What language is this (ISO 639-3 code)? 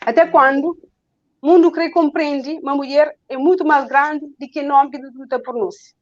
kea